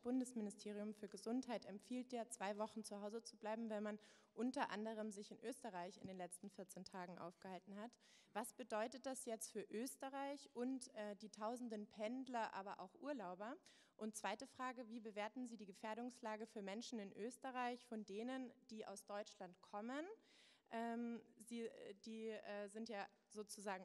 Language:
German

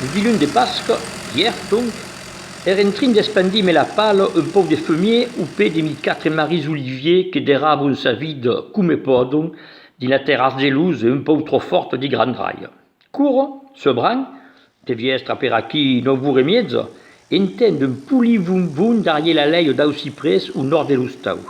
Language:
Occitan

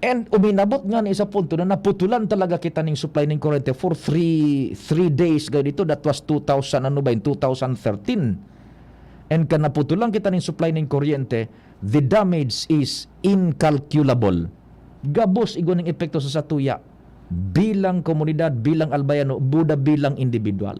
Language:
Bikol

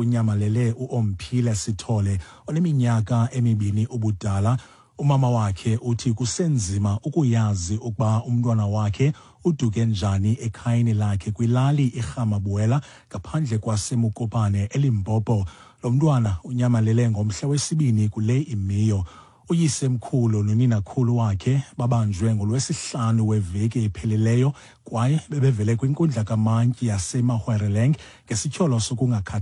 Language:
Xhosa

